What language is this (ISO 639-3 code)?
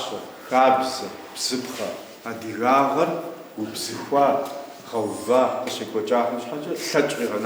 kbd